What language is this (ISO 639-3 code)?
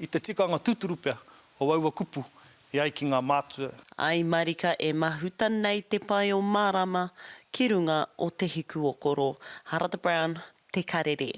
mri